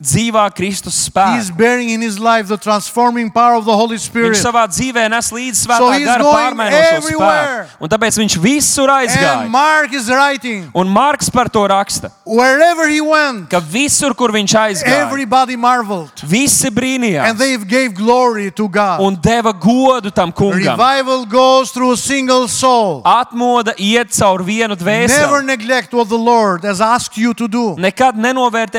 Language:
Latvian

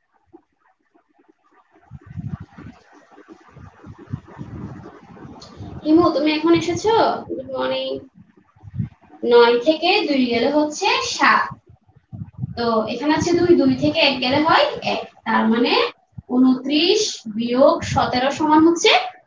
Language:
Bangla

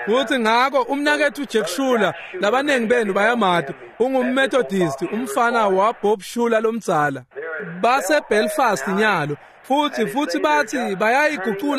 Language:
Swati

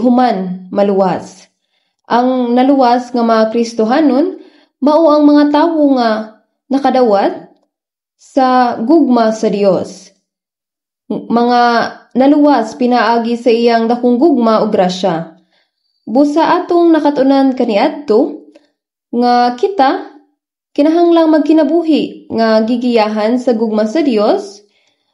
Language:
Cebuano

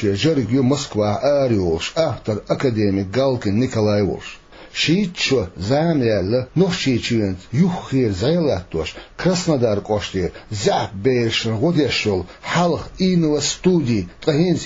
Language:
Chechen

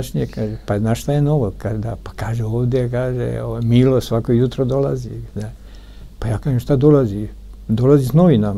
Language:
Serbian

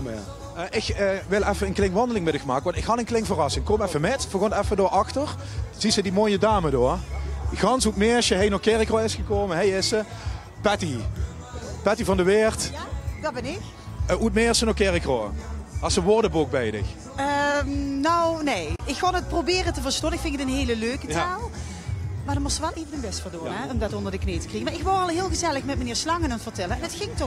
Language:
Limburgish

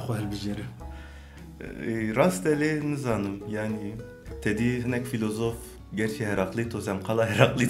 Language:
Kurdish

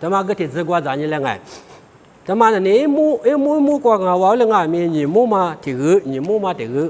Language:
Lisu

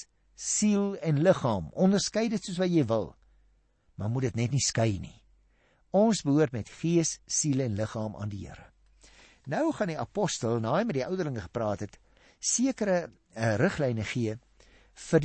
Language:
Afrikaans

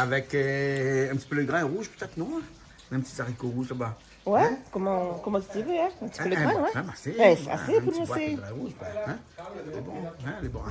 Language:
Réunion Creole French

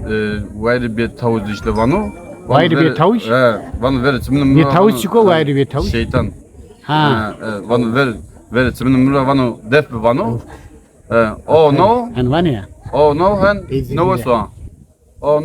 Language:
Zaza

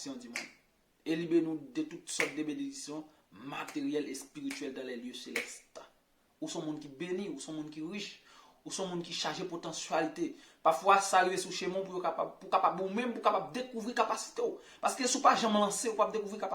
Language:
Haitian Creole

